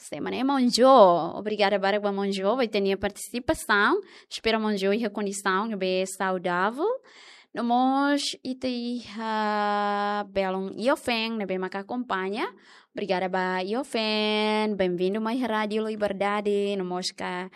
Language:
Tetum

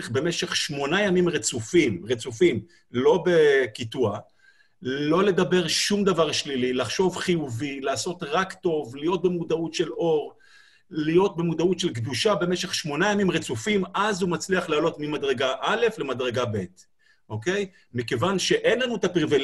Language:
Hebrew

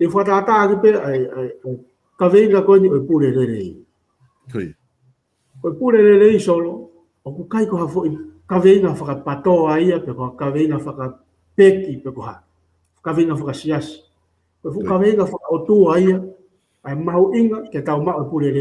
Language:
Tongan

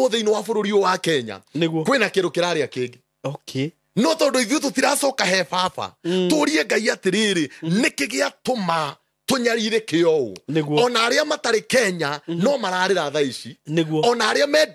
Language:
Kikuyu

